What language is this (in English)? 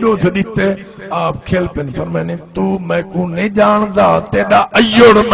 Saraiki